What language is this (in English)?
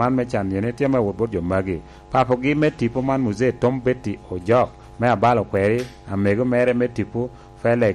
Lango (Uganda)